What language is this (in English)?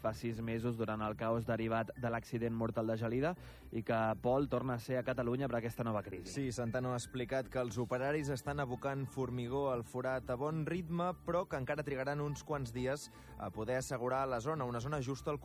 Catalan